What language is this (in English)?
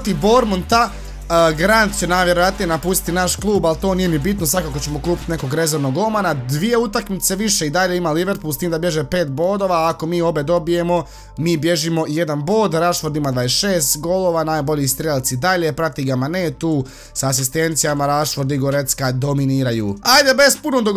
Croatian